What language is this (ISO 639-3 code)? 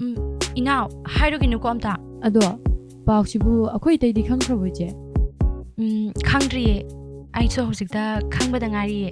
mni